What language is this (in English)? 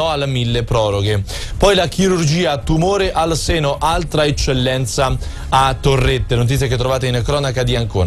Italian